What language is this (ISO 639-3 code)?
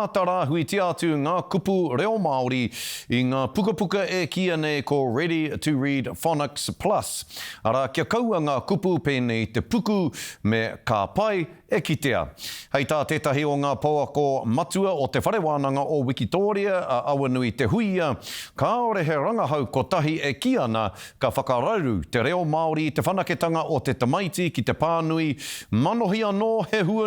mri